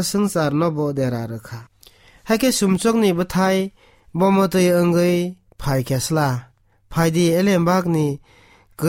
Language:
Kok Borok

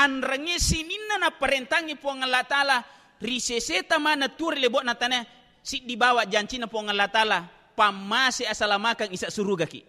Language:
Buginese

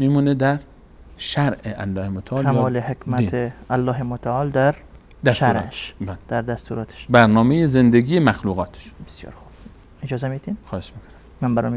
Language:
Persian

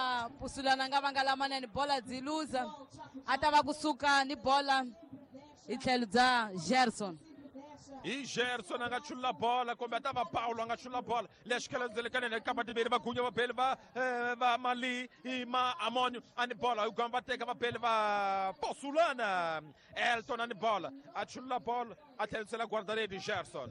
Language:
Tsonga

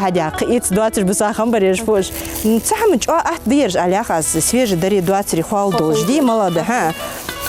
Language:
Ingush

